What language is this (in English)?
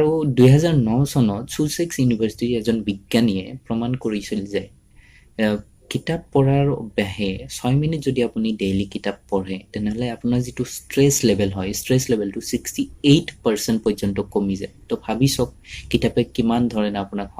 Assamese